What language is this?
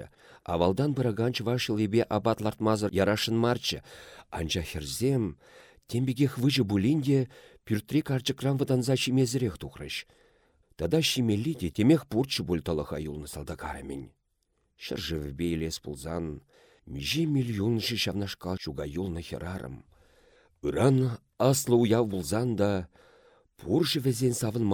Chuvash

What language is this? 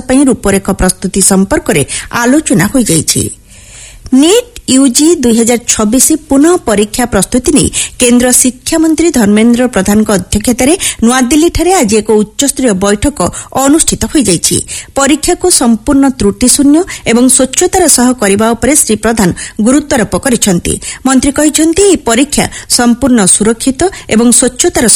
Odia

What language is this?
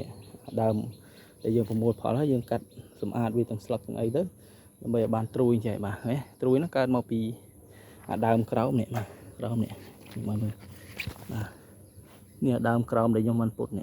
Khmer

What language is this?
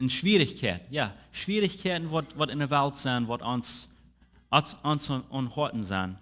Plautdietsch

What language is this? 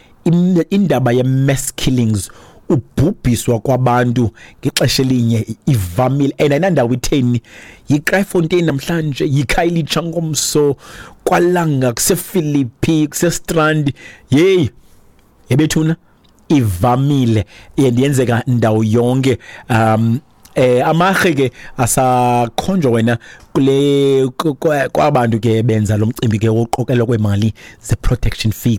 Xhosa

